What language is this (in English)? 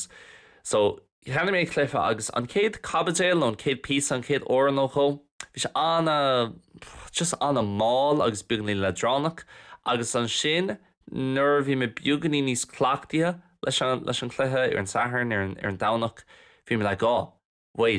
Irish